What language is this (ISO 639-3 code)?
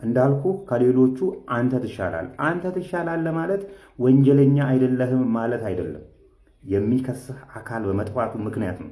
amh